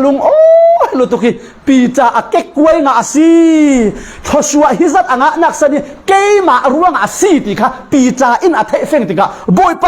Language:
Falam Chin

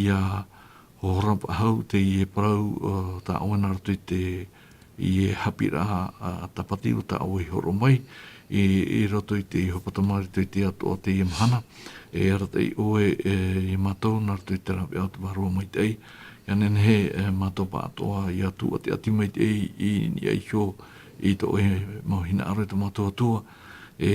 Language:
Tahitian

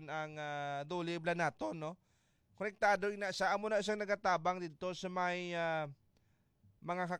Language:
Hiligaynon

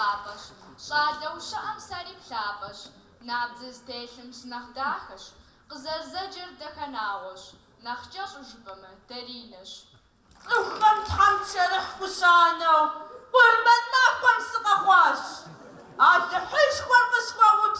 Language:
Kabardian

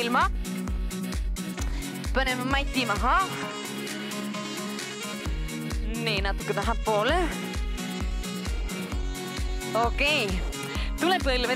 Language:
Estonian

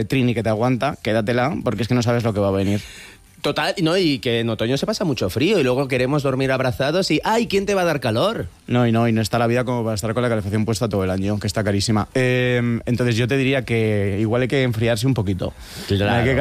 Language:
Spanish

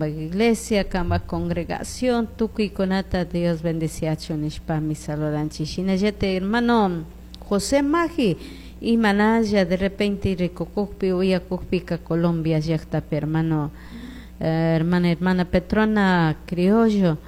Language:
Chimborazo Highland Quichua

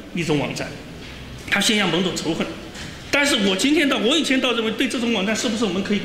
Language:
Chinese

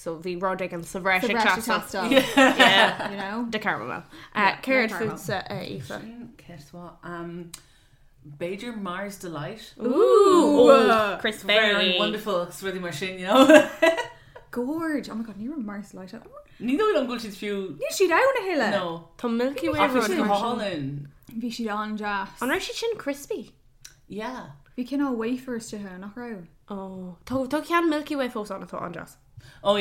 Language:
Irish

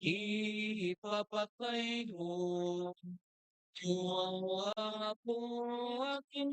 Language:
Iloko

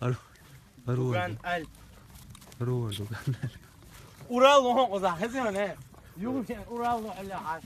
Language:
Chechen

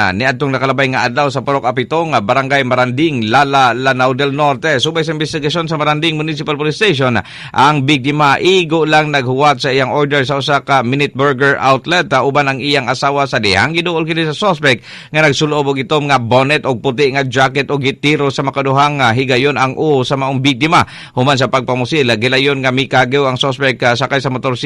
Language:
Cebuano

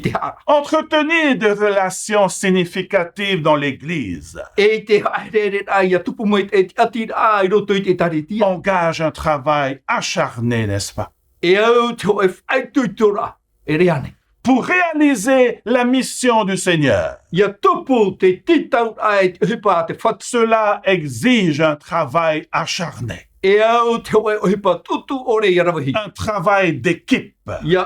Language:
Tahitian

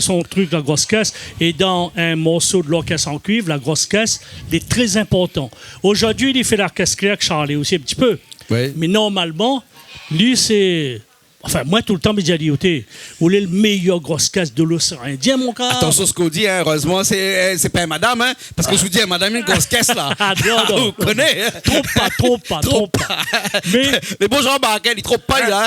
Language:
Réunion Creole French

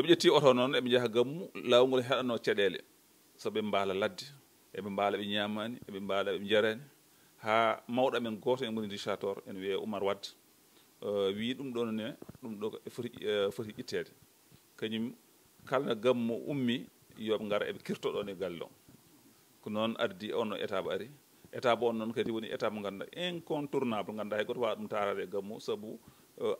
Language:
Fula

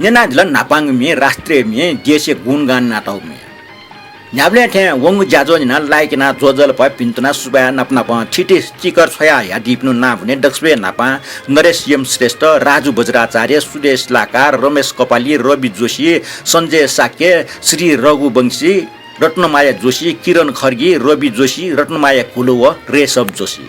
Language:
Newari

